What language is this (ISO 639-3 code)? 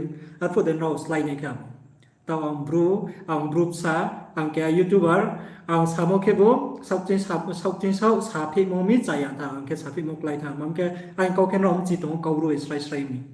ria